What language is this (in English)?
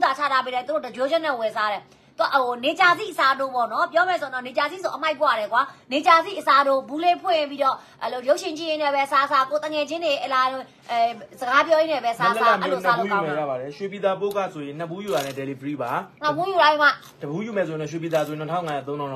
Burmese